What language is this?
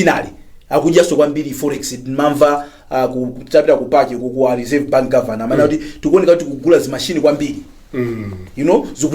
Nyanja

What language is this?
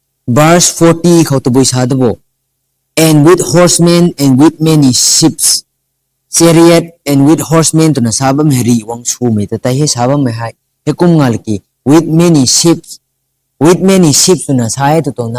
Rongmei Naga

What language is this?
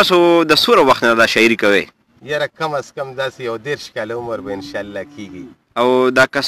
Pashto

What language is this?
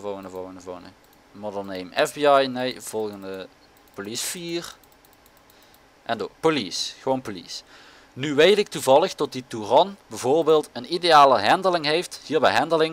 Dutch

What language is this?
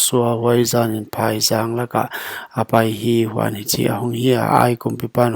Paite Chin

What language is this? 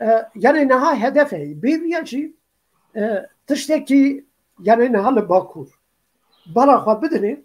Kurdish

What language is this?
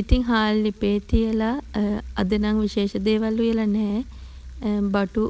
Sinhala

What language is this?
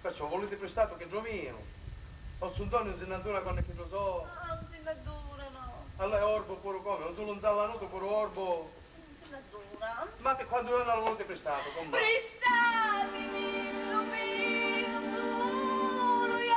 Sicilian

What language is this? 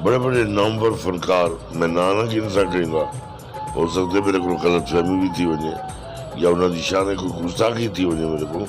Saraiki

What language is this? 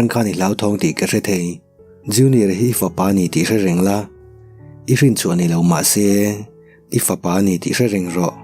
Mizo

